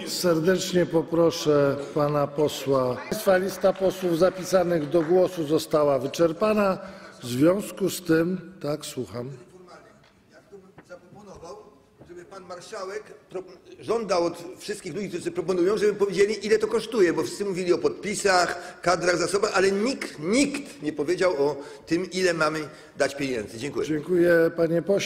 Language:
Polish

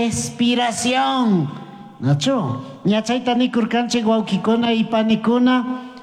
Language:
Chimborazo Highland Quichua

